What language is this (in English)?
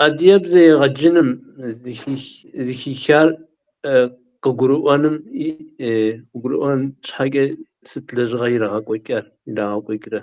Kabardian